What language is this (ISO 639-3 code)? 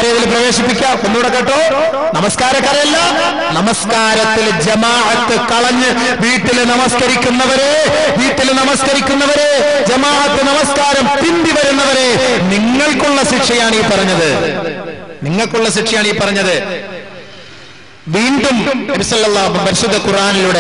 mal